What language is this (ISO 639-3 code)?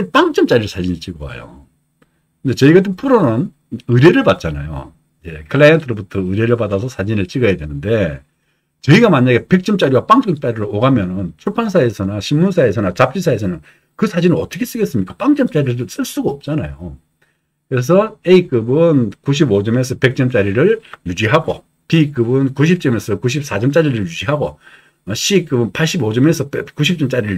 kor